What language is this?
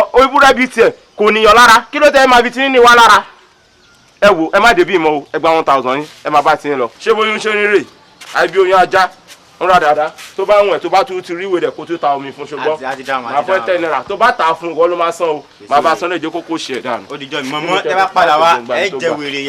Yoruba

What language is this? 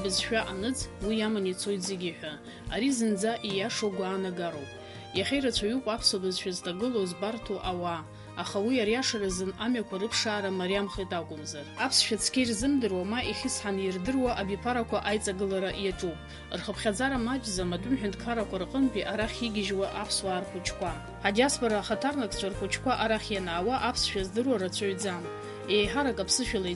Abkhazian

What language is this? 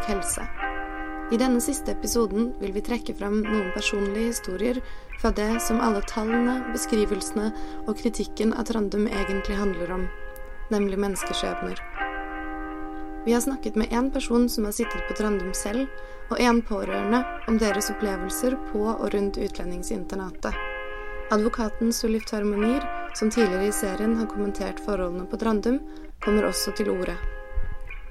Norwegian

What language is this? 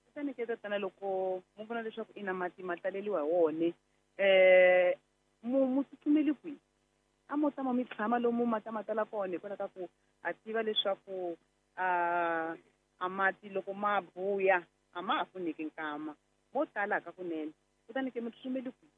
Tsonga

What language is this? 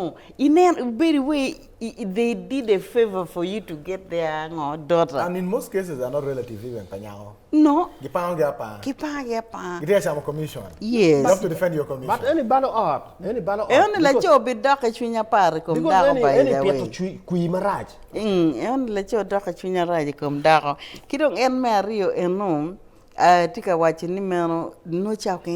Acoli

